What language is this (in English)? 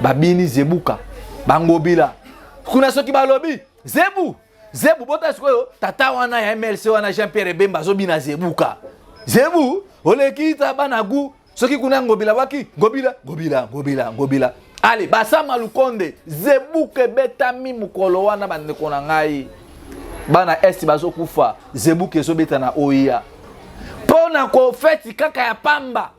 Lingala